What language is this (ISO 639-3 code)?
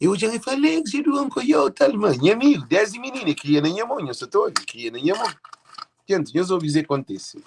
kea